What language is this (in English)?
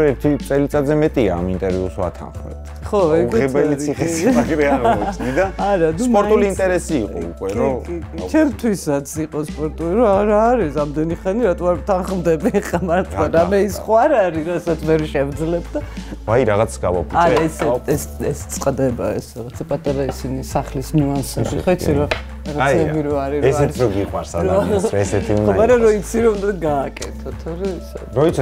Georgian